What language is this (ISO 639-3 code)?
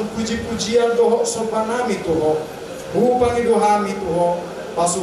bbc